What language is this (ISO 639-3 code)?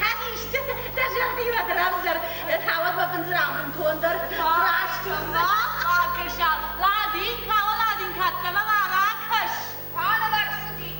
oss